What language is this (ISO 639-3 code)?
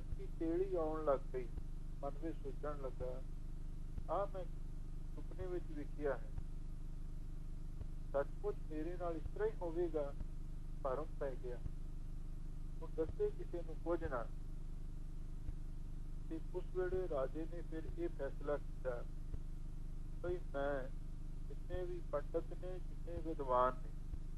pan